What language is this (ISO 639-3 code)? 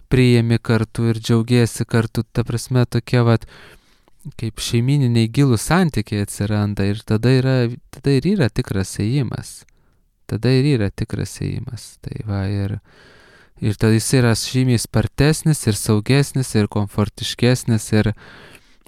lit